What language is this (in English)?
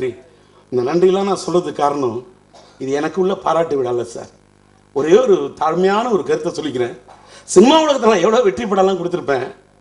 Tamil